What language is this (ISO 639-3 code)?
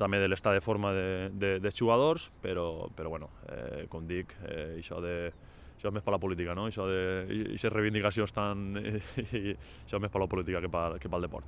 cat